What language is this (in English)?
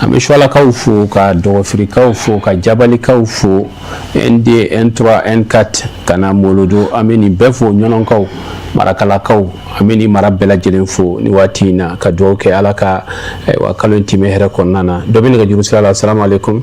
Bambara